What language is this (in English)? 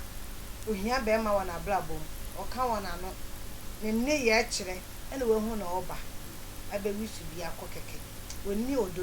Akan